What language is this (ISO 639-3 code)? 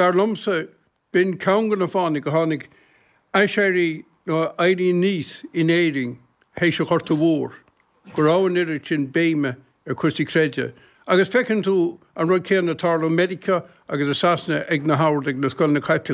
gle